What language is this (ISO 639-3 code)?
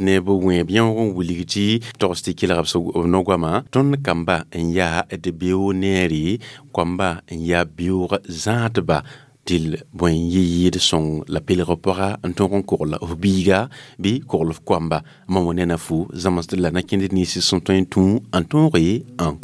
mos